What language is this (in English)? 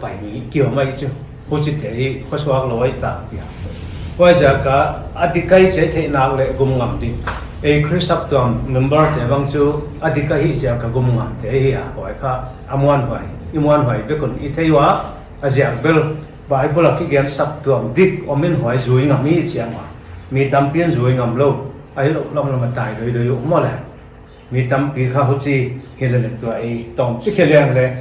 Paite Chin